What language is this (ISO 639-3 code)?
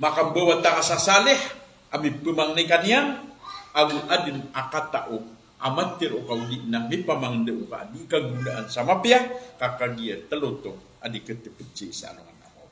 mrw